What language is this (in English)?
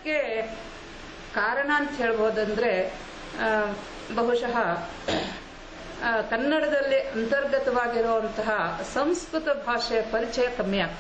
Kannada